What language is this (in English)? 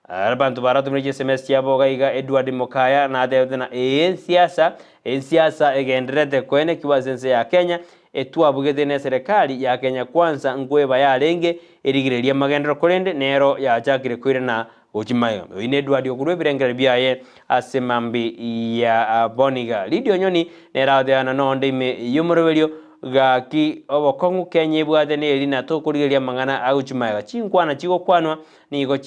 Gusii